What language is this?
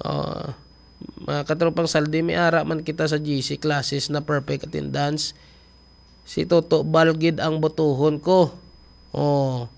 Hiligaynon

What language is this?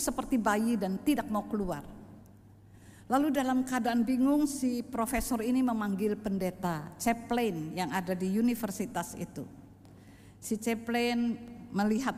Indonesian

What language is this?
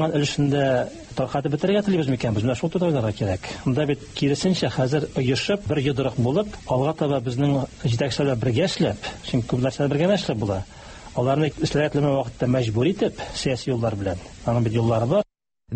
Tatar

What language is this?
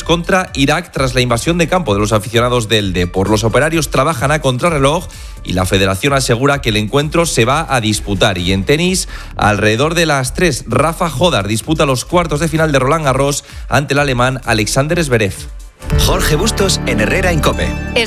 Spanish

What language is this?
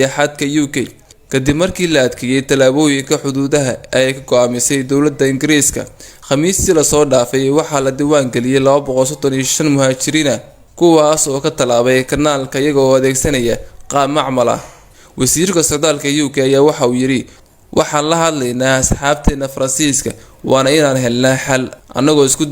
Somali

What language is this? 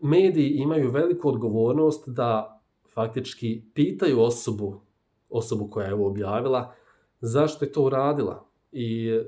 Bosnian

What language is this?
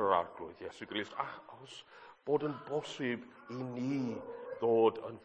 Welsh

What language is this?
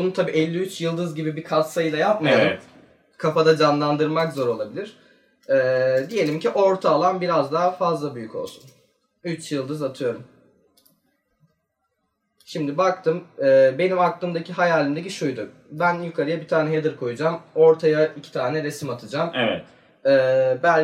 Turkish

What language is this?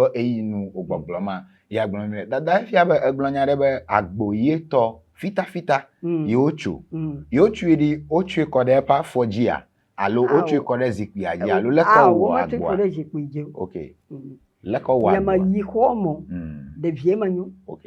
Ewe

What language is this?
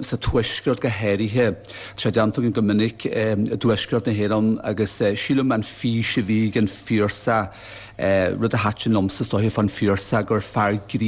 Irish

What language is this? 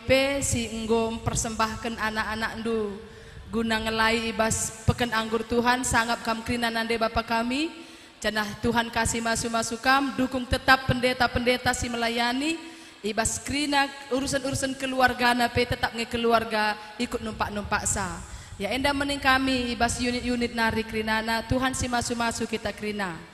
Batak Karo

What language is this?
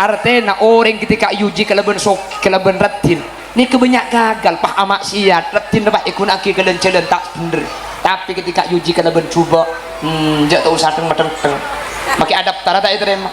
Madurese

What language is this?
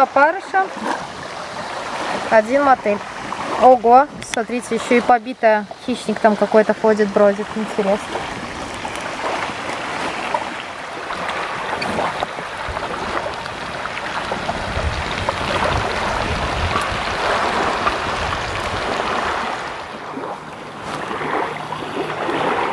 Russian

